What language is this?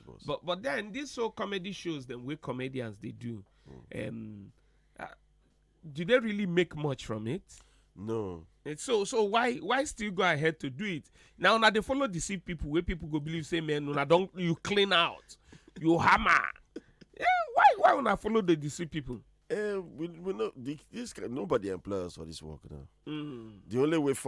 Nigerian Pidgin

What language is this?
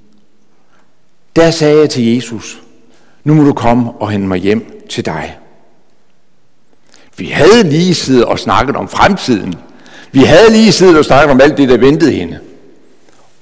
Danish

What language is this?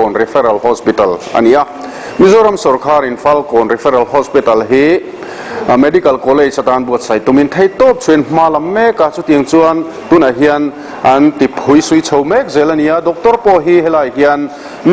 Mizo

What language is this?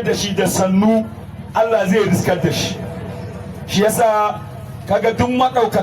Hausa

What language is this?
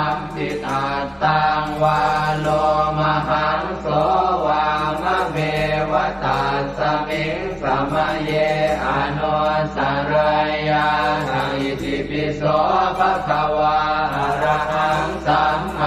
Pali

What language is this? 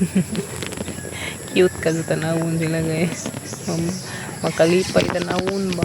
Cebuano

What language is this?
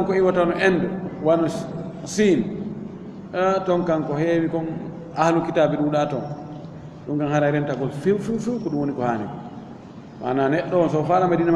Fula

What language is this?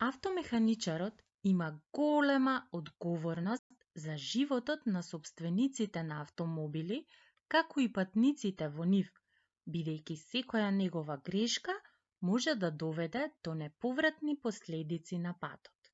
Macedonian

